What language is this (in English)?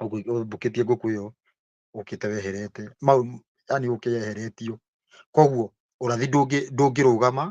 Kikuyu